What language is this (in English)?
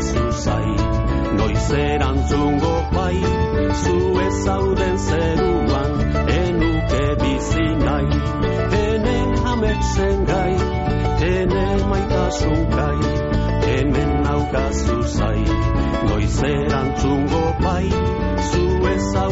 Basque